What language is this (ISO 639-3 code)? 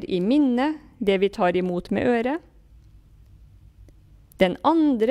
nor